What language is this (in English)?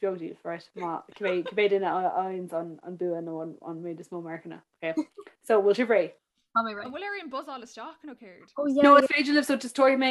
Irish